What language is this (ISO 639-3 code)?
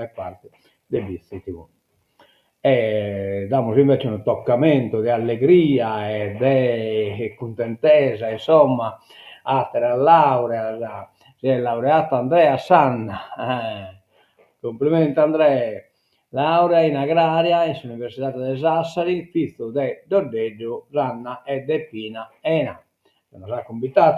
srd